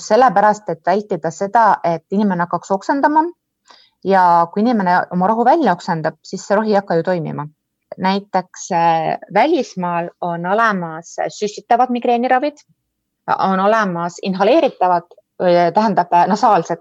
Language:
Estonian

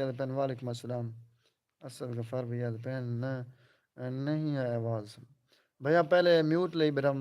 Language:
Saraiki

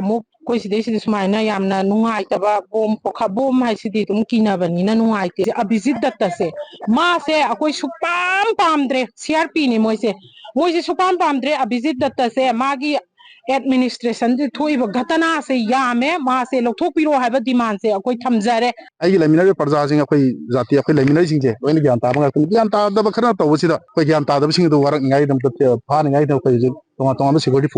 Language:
Manipuri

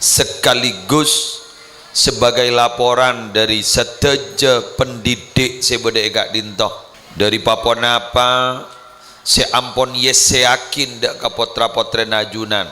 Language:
Madurese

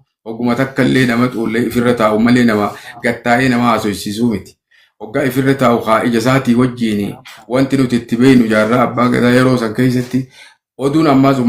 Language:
Oromo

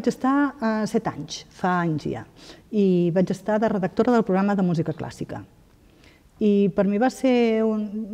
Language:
Catalan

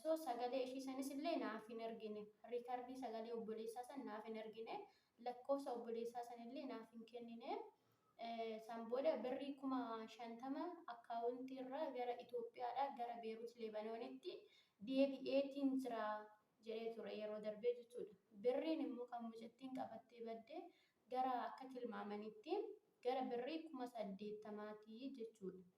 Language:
Oromo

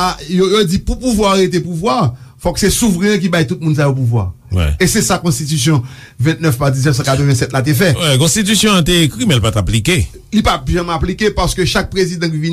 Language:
Haitian Creole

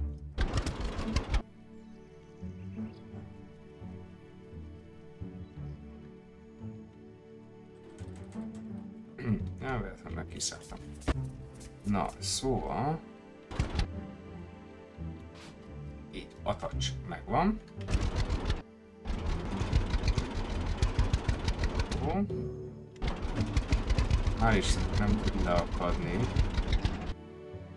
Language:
Hungarian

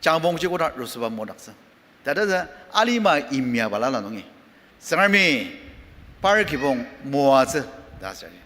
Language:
Ao Naga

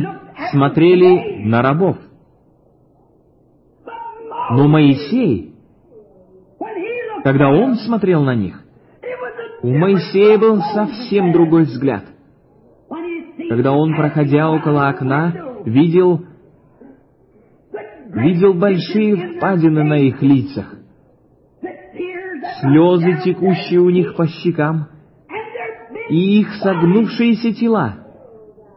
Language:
Russian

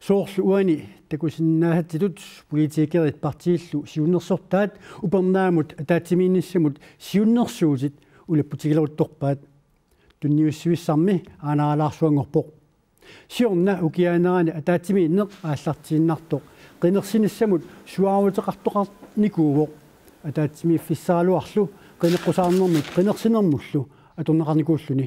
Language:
Kalaallisut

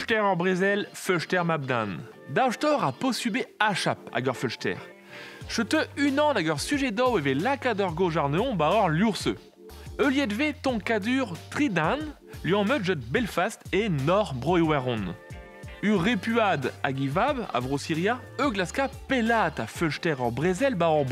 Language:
Breton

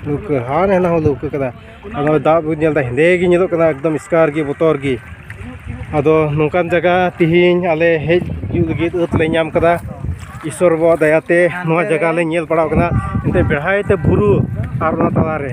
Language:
Santali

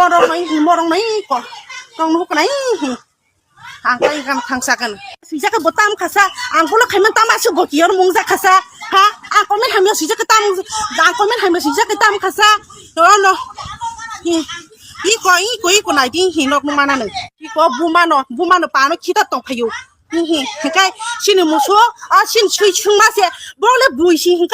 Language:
Kok Borok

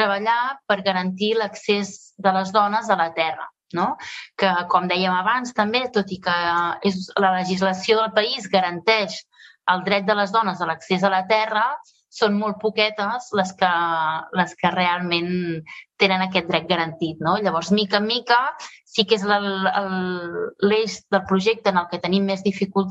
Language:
Catalan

